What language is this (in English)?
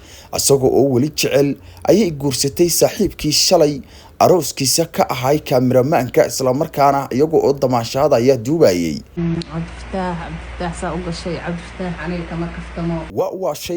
Somali